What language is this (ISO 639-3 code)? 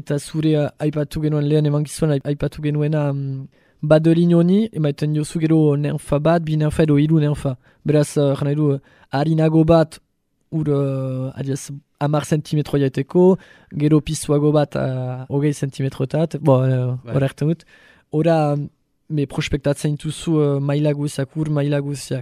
eus